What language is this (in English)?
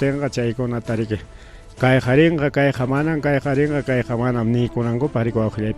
Ayacucho Quechua